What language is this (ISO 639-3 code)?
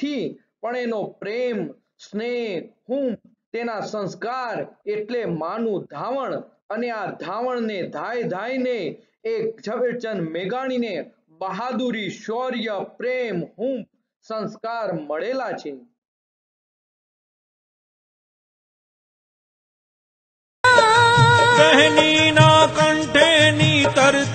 guj